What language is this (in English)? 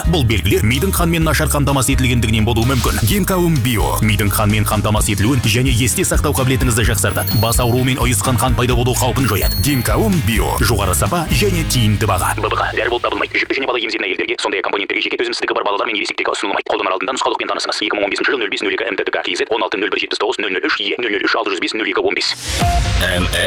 Kazakh